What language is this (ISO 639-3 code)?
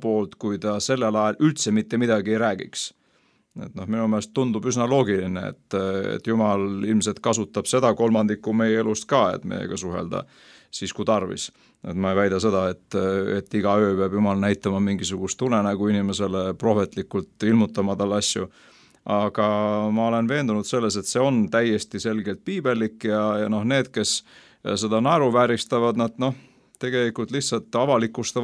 est